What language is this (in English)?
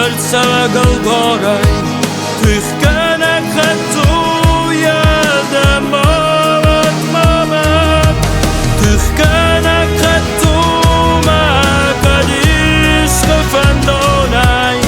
Ossetic